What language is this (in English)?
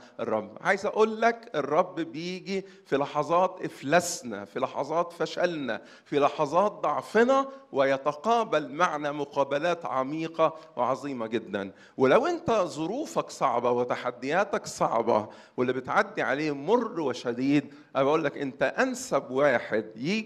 Egyptian Arabic